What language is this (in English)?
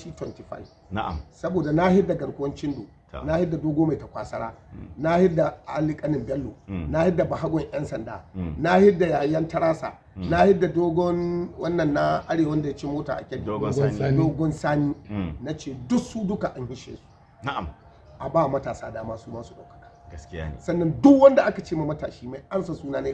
Hausa